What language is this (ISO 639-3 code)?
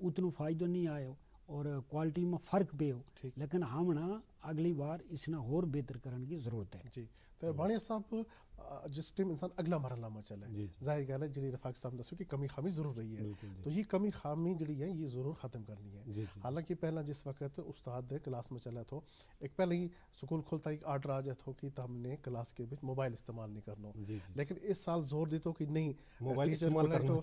gju